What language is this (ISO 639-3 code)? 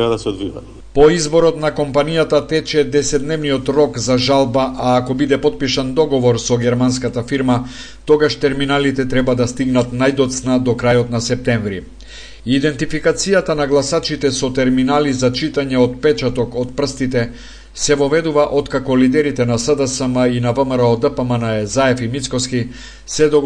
mkd